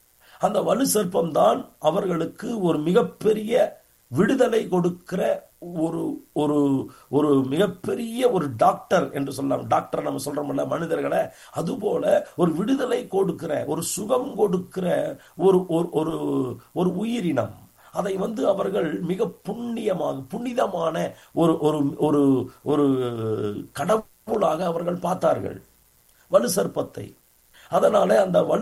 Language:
Tamil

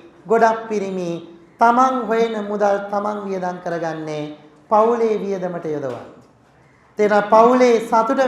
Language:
Sinhala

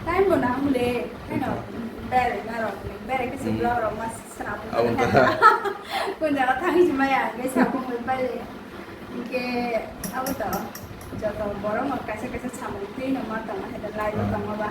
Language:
Kok Borok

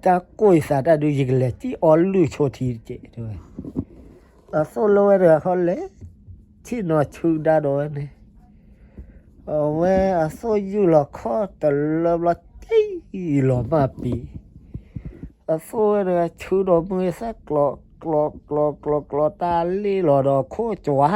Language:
S'gaw Karen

